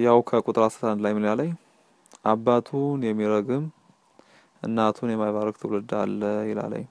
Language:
Amharic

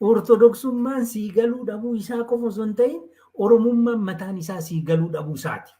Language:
Oromo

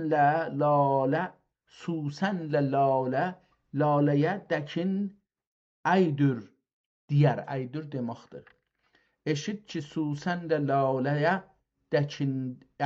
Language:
South Azerbaijani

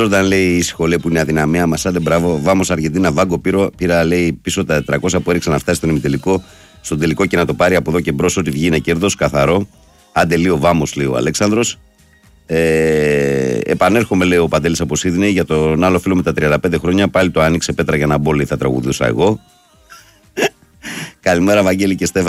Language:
Greek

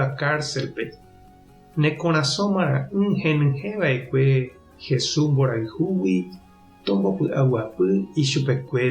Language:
Guarani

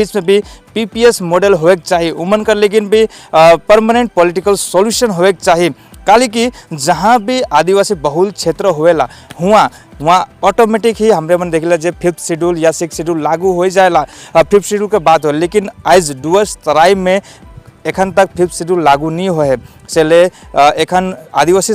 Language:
Sadri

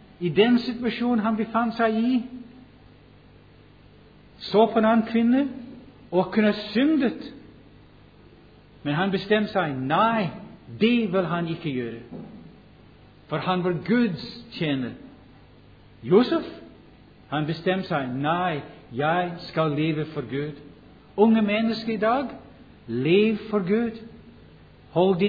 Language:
Norwegian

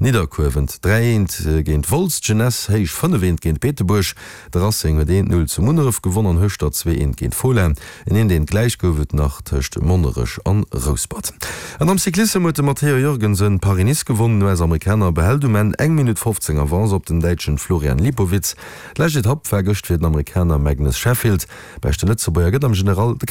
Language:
Luxembourgish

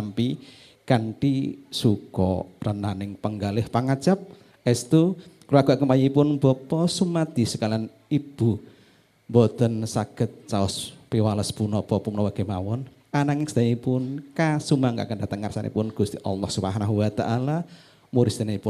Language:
Javanese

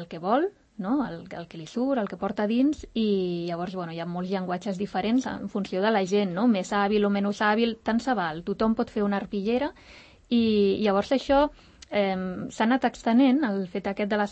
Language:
Catalan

